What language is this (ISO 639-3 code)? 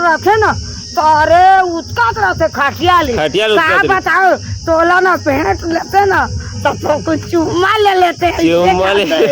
hne